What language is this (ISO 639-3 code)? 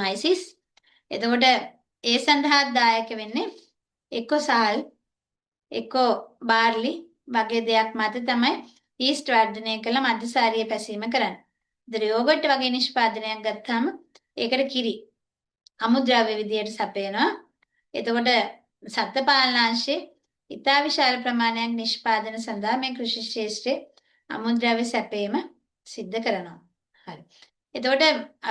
sin